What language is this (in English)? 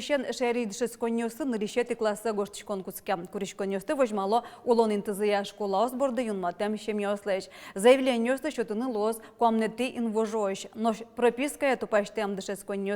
Udmurt